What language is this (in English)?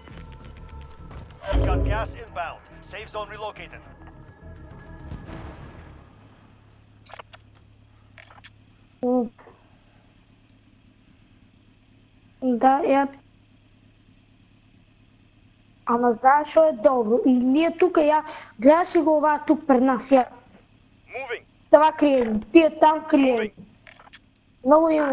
Bulgarian